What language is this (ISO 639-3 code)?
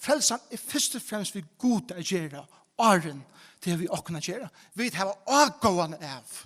fao